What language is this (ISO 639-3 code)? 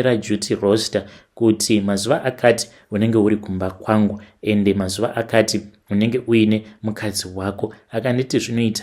sna